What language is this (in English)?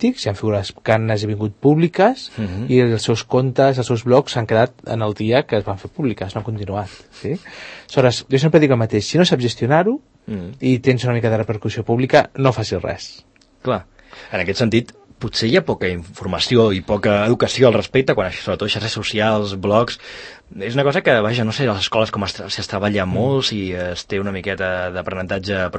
Catalan